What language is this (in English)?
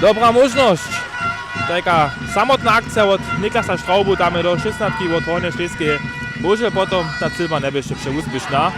Upper Sorbian